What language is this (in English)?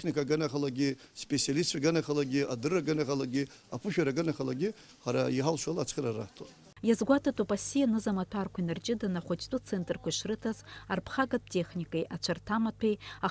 Abkhazian